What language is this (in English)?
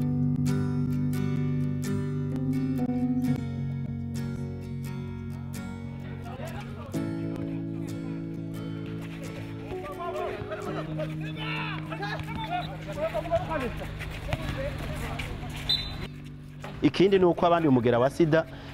Kinyarwanda